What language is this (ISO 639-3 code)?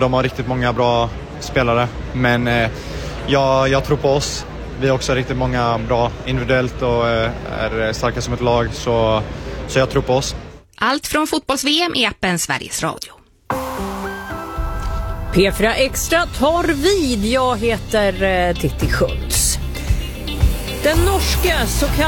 swe